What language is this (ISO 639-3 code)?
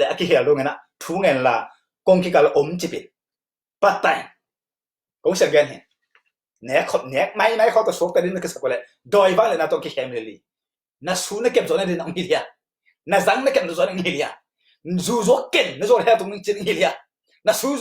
ctd